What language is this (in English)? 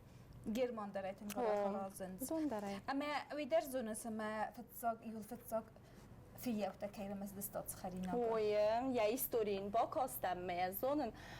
Ossetic